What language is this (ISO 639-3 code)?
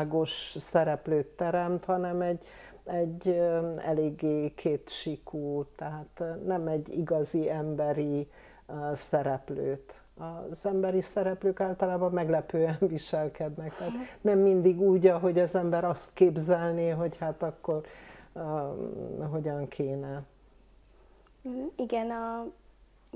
hun